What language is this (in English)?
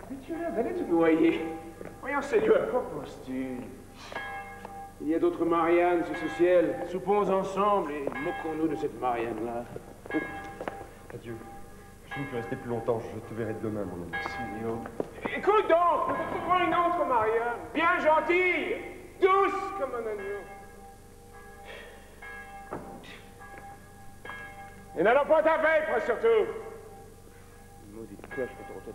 French